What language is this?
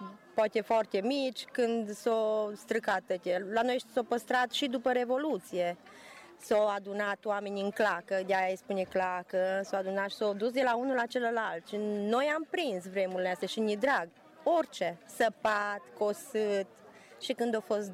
Romanian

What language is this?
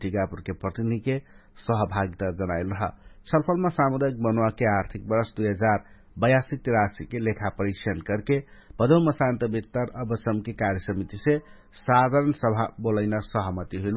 Dangaura Tharu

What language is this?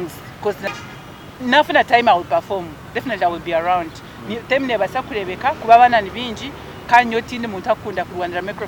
Nyankole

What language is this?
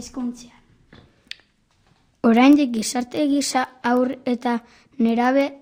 Basque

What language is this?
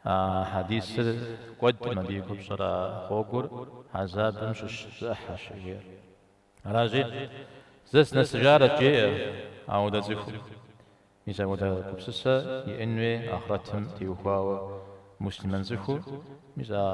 Kabardian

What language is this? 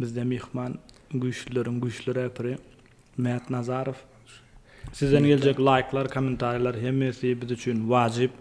Turkmen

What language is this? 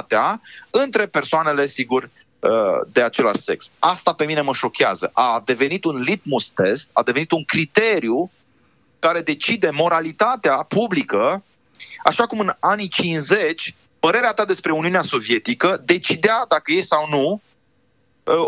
Romanian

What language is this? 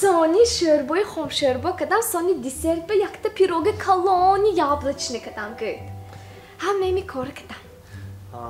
Tajik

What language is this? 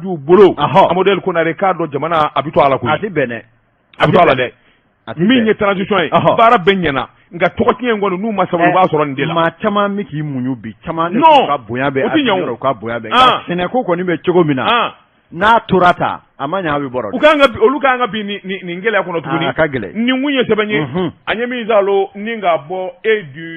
Bambara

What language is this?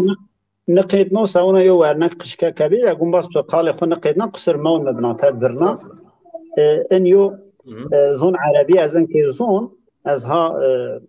Zaza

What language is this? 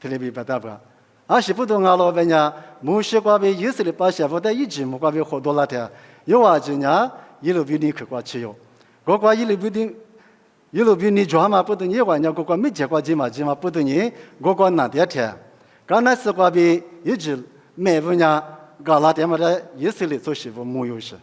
Lisu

